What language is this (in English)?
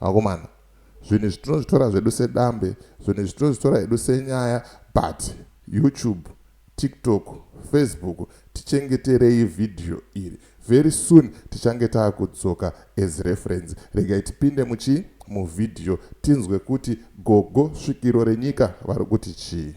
Shona